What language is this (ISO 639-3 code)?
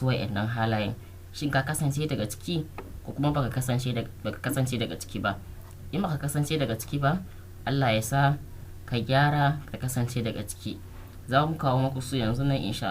hau